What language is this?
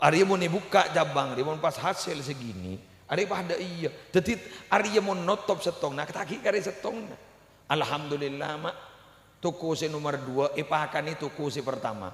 Madurese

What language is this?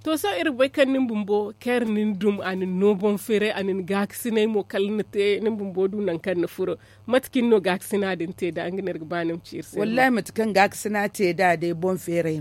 Zarma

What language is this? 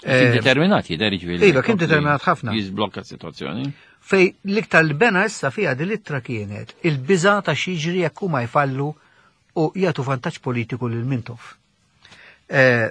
Maltese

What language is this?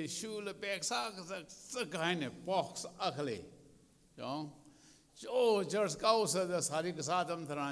Tangkhul Naga (India)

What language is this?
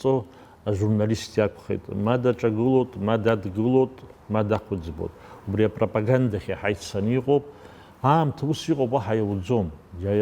Abkhazian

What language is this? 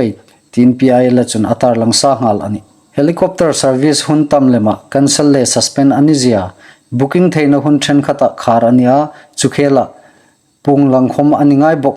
Hmar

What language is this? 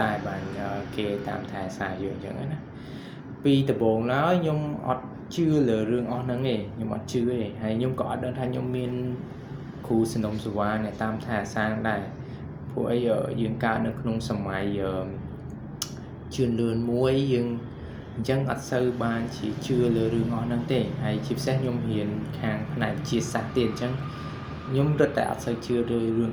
Khmer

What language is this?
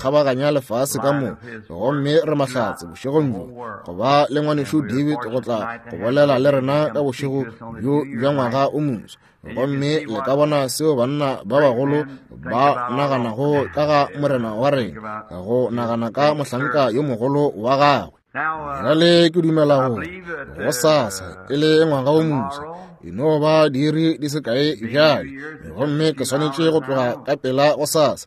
Northern Sotho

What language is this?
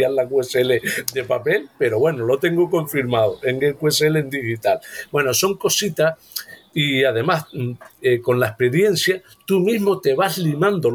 Spanish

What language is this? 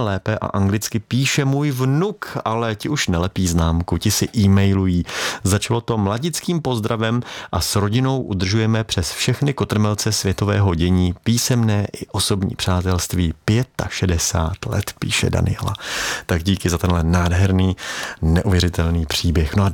Czech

